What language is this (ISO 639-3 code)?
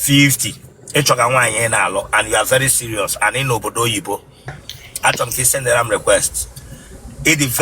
ibo